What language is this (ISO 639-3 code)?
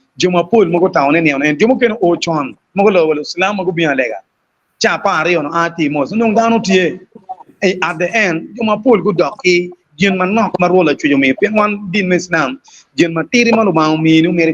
ach